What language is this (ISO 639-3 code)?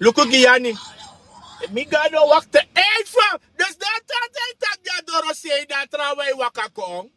srn